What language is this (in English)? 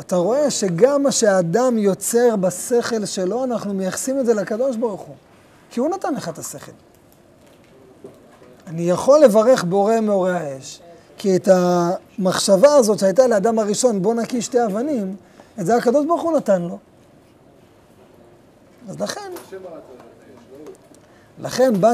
Hebrew